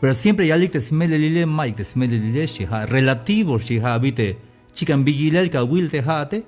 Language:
Tzeltal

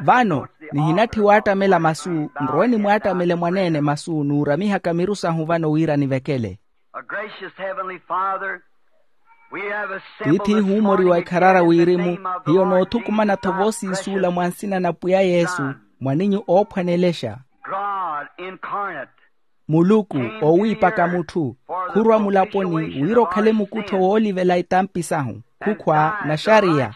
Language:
Makhuwa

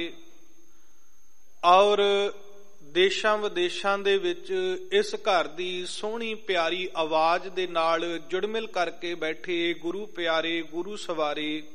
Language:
Punjabi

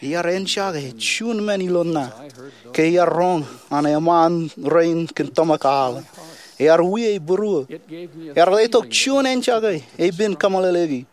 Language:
Marshallese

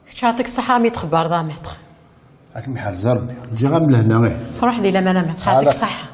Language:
Kabyle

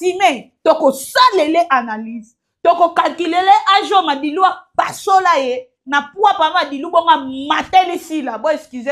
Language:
Lingala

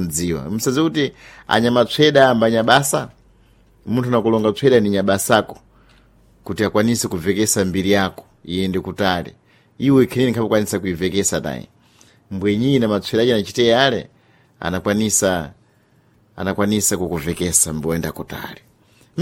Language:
Sena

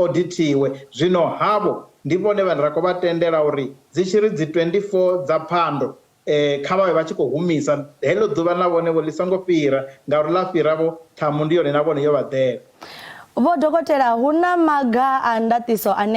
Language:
Venda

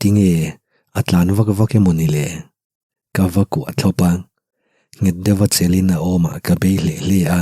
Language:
Mizo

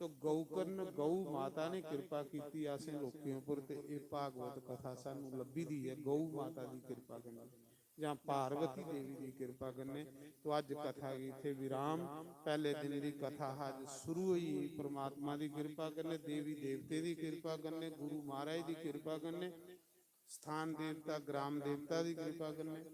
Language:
Dogri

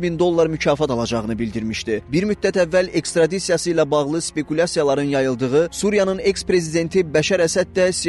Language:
Azerbaijani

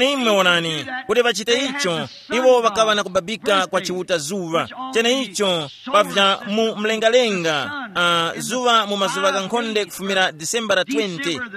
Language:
Tumbuka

